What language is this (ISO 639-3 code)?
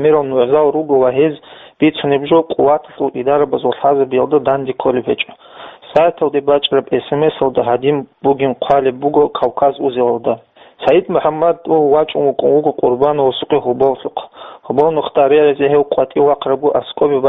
ava